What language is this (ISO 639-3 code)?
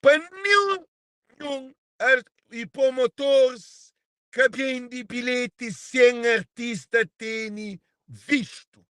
kea